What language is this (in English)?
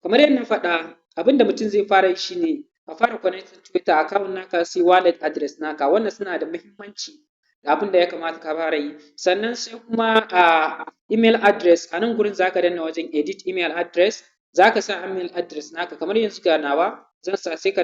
Hausa